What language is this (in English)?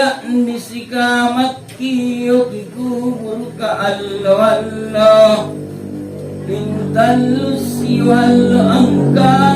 Makasar